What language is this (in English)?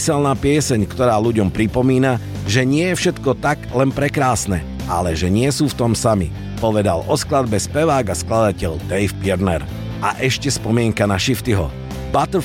Slovak